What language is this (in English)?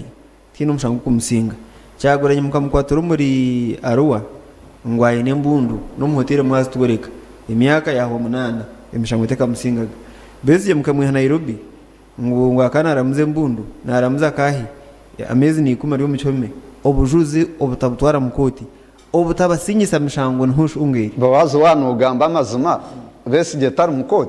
Nyankole